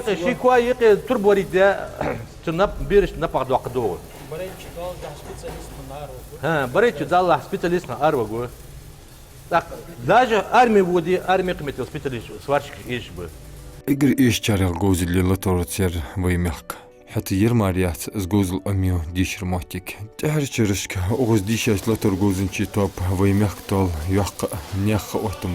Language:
Ingush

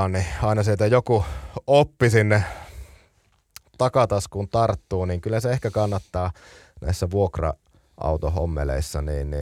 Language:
Finnish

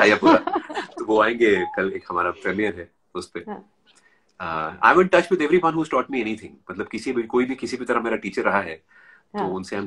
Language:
Hindi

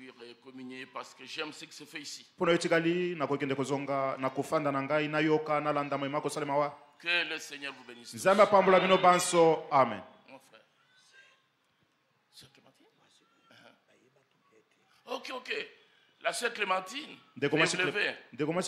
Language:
French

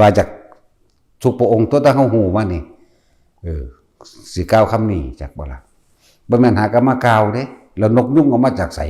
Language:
Northeastern Thai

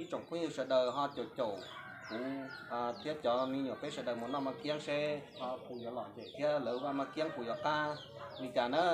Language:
Hmong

